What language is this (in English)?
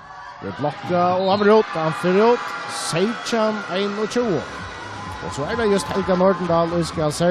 Faroese